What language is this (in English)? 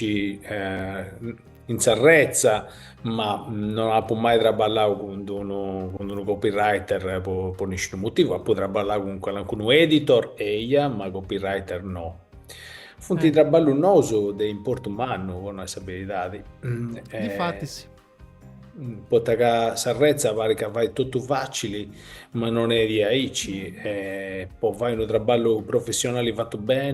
Sardinian